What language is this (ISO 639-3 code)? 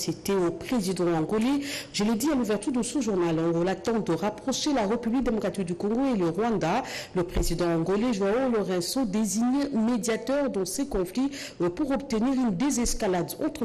fra